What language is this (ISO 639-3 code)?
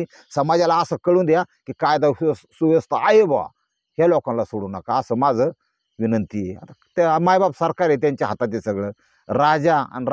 mar